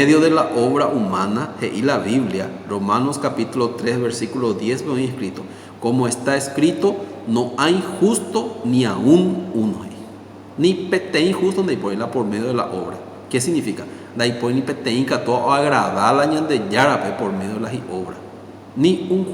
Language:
Guarani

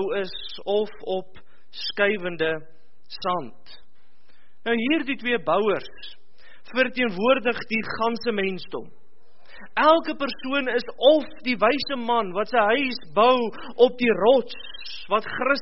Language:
Afrikaans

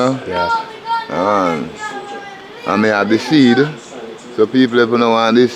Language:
Jamaican Creole English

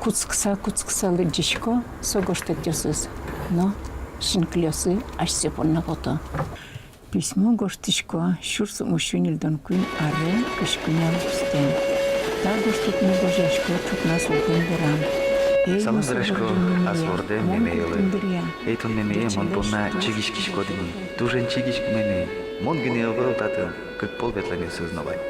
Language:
Udmurt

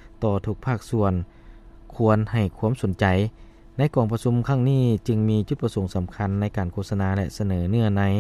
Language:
Lao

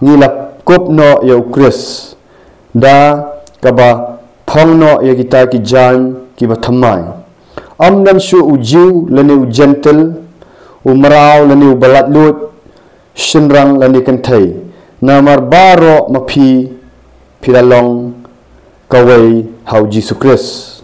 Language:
Khasi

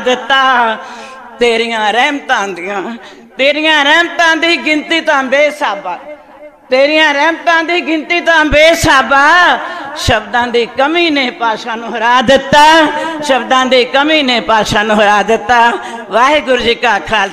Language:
Punjabi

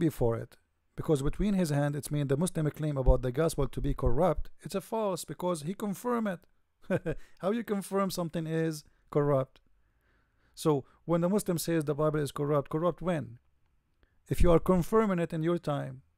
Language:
English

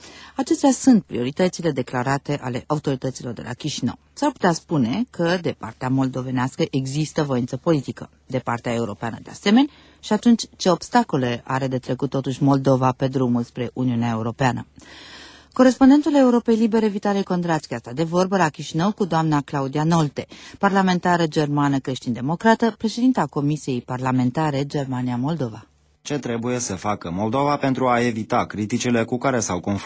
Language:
Romanian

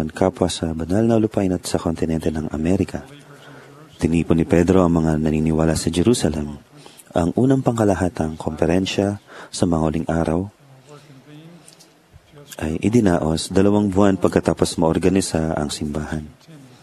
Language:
Filipino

